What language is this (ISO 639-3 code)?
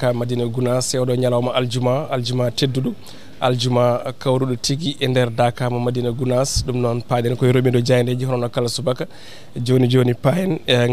ful